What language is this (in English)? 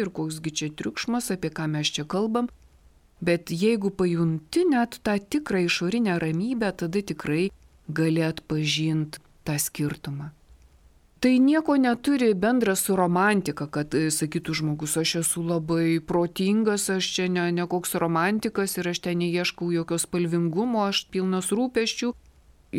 Lithuanian